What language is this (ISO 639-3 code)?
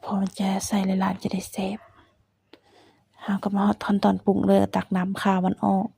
lao